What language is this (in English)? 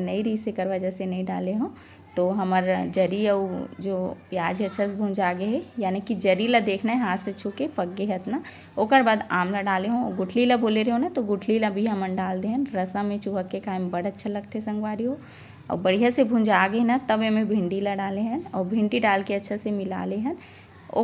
Chhattisgarhi